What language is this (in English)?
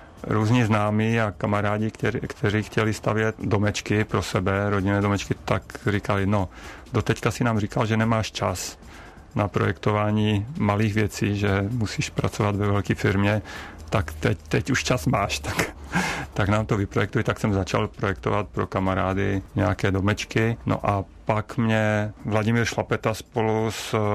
Czech